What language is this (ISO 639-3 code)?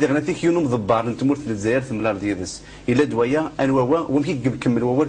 kab